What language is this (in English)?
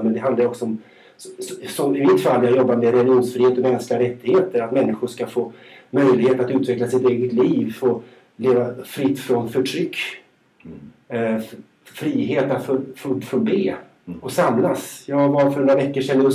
Swedish